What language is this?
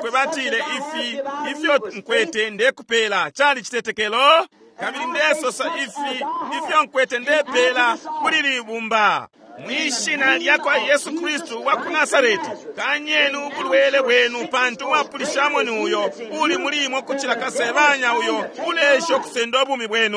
Bemba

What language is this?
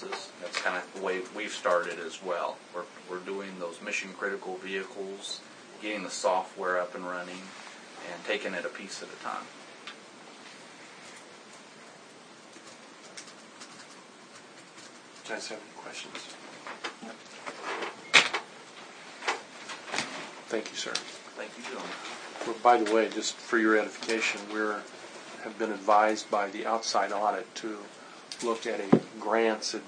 English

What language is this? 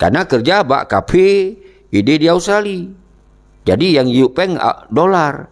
Achinese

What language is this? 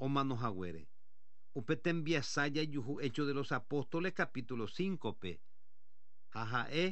Guarani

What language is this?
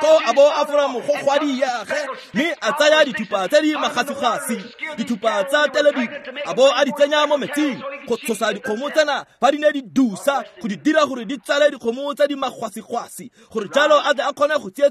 Tswana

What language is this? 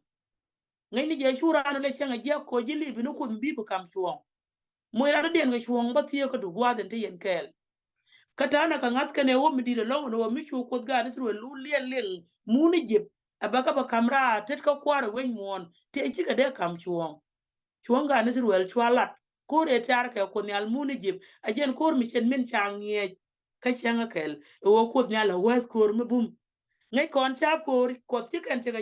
Nuer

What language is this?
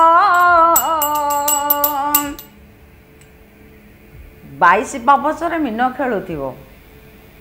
Odia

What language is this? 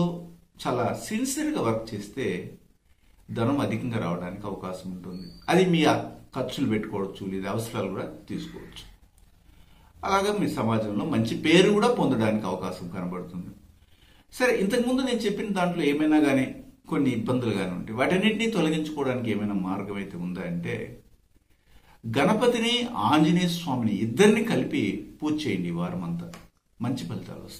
Telugu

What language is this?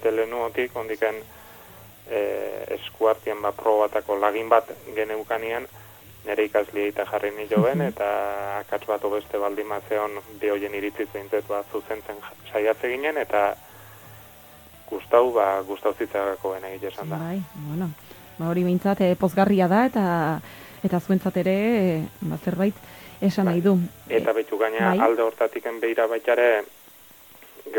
Basque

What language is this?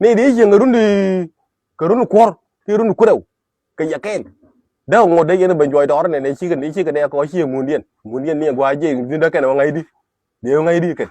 Nuer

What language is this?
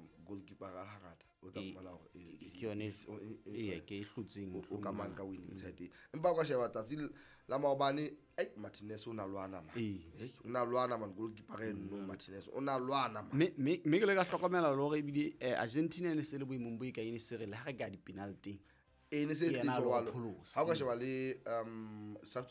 Southern Sotho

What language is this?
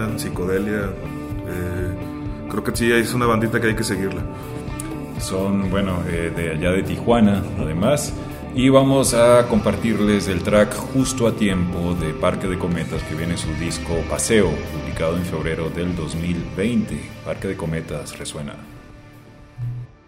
Spanish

